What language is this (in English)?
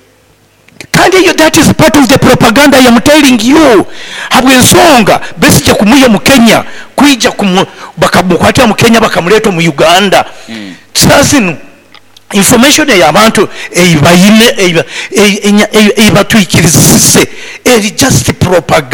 Nyoro